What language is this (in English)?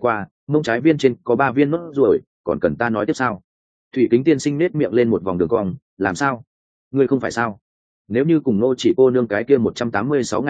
Vietnamese